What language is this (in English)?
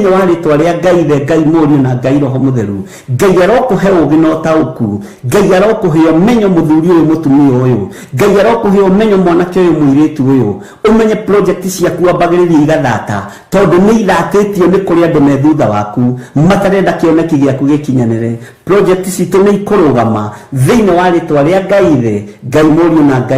Kikuyu